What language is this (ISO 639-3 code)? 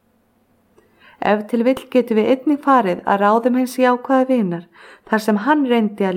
isl